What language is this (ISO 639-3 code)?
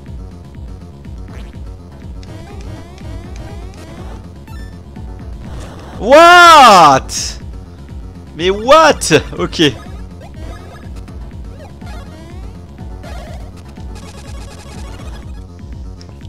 fra